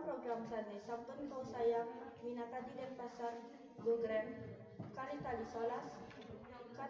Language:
Balinese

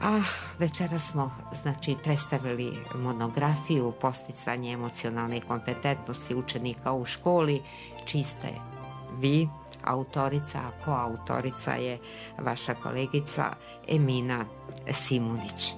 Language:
Bosnian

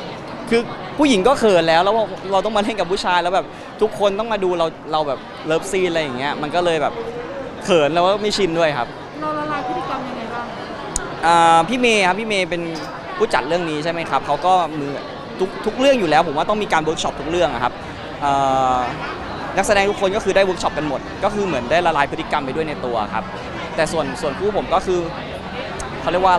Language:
Thai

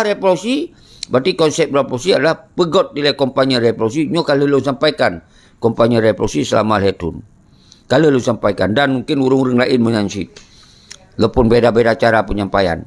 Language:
Achinese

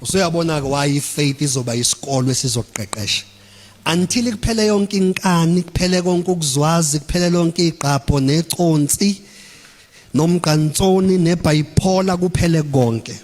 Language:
Zulu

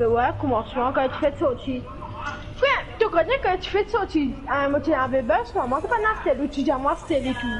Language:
Morisyen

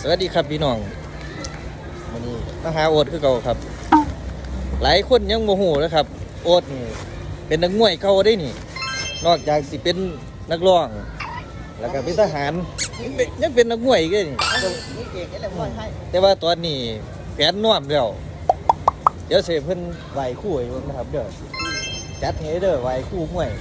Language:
Lao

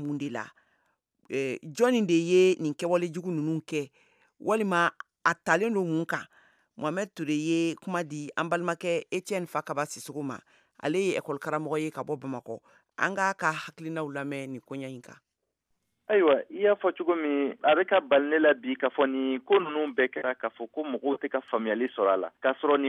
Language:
Bambara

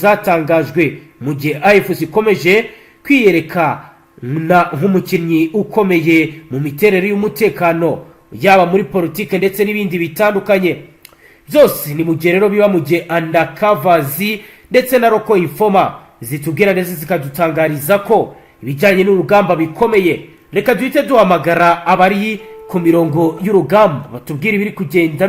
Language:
Kinyarwanda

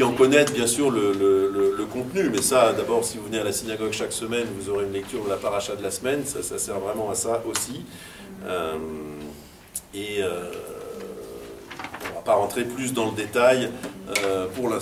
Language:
French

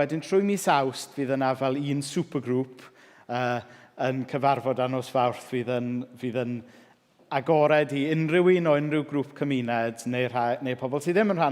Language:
Welsh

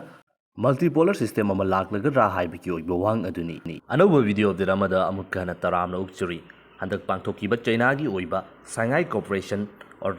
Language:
Manipuri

